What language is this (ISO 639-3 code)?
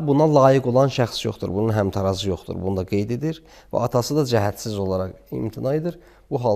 aze